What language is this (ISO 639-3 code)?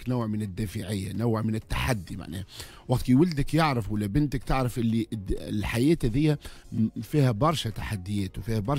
aeb